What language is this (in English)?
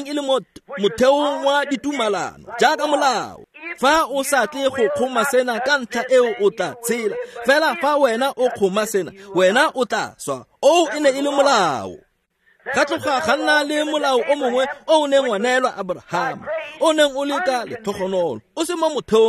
Tswana